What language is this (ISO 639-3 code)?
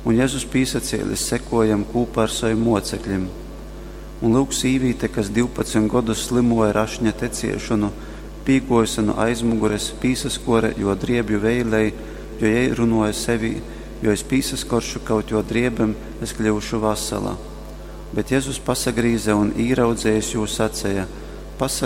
ltg